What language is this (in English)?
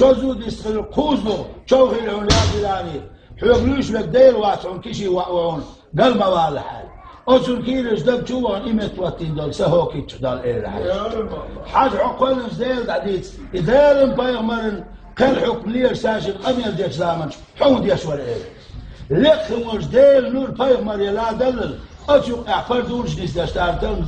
Chechen